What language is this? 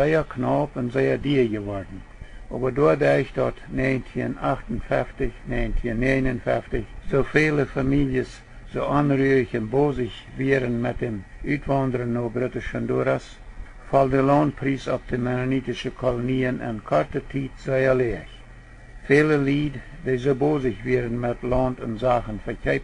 Plautdietsch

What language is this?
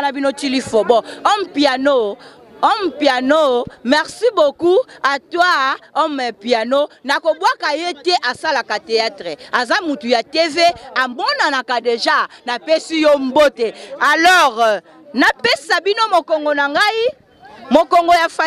Lingala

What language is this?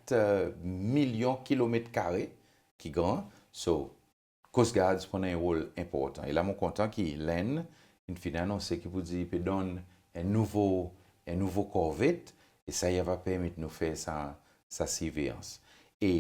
Seselwa Creole French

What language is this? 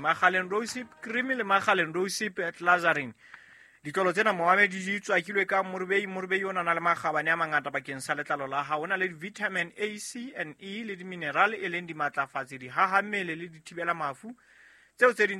Southern Sotho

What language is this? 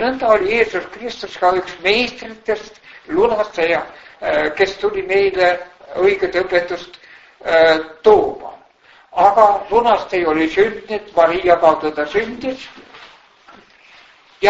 Estonian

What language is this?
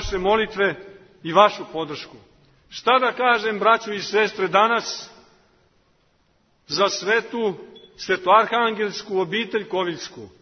Serbian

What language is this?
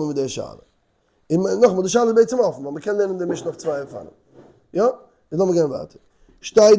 Yiddish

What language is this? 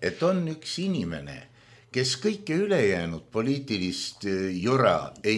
Estonian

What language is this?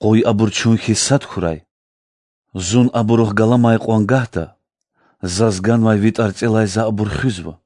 Lezghian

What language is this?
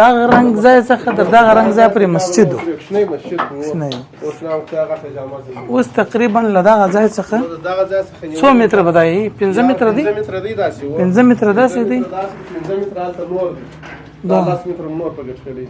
Pashto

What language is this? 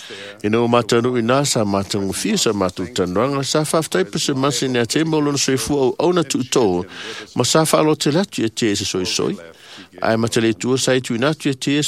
Samoan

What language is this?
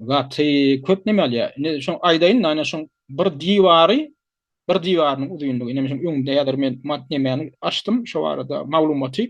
Turkmen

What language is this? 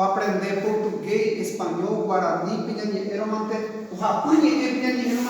Guarani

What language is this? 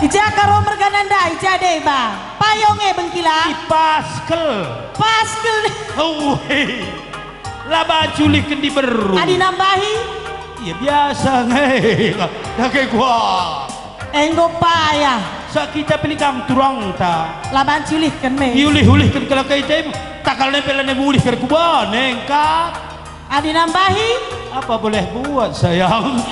Batak Karo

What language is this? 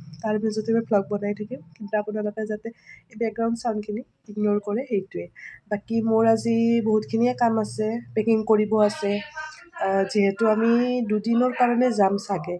Assamese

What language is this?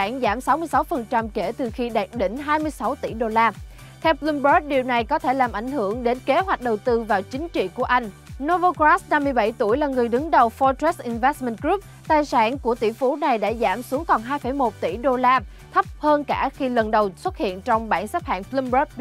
Vietnamese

